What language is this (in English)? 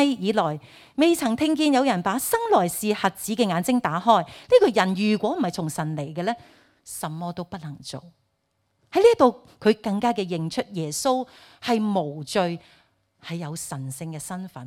Cantonese